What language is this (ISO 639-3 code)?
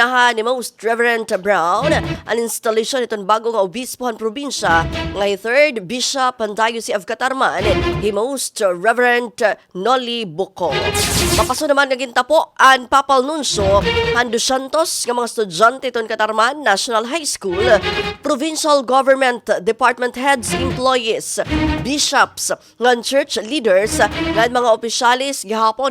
war